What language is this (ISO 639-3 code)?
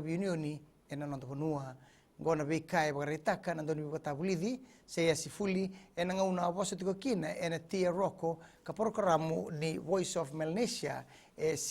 fij